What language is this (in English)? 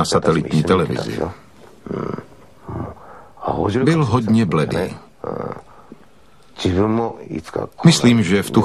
Czech